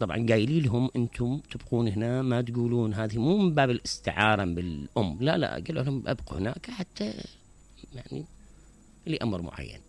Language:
Mesopotamian Arabic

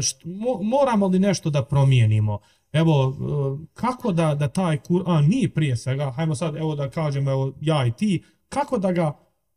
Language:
Bosnian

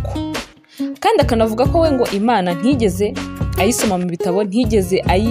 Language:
Kinyarwanda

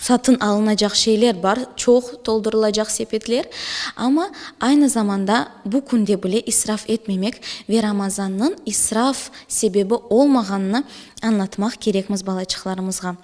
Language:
Crimean Tatar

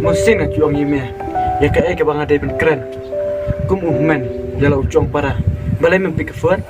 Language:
Khasi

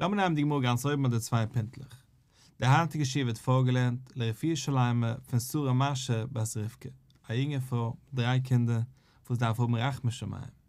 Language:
Yiddish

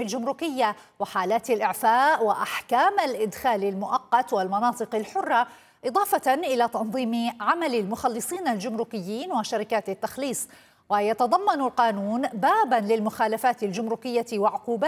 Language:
Arabic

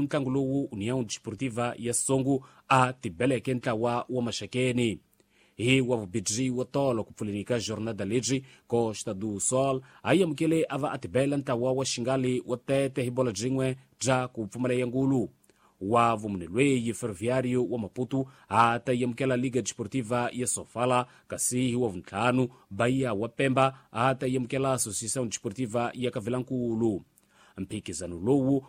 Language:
Tsonga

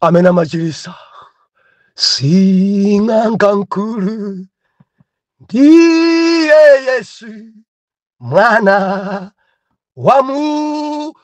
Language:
Nyanja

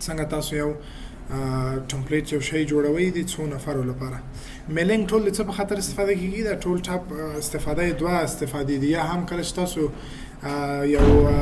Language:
Pashto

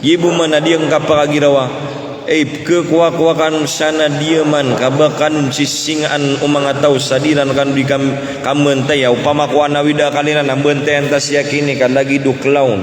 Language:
Maranao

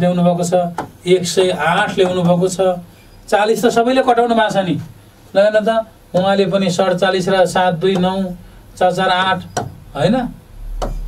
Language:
Nepali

